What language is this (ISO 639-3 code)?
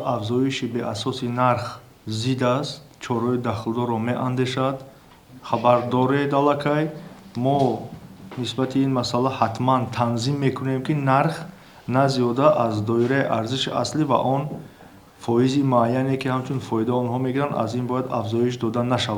tgk